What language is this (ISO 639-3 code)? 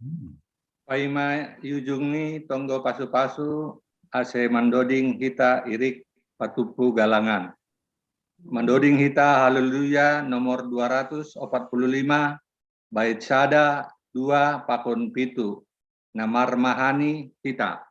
bts